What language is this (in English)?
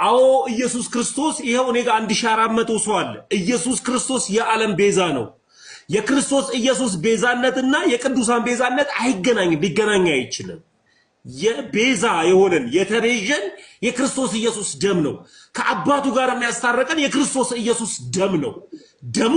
Amharic